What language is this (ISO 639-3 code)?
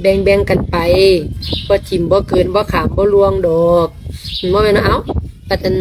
lao